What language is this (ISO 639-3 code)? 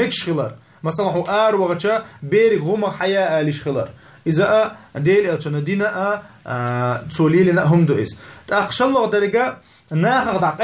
che